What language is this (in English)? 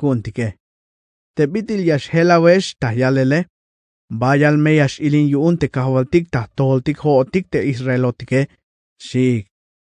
Tzeltal